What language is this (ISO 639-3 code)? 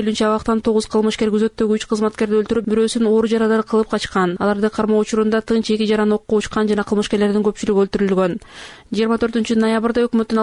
kir